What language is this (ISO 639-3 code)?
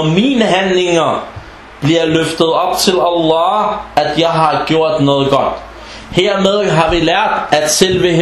dan